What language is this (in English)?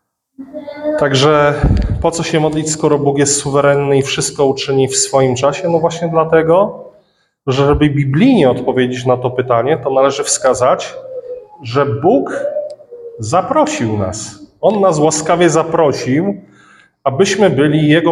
Polish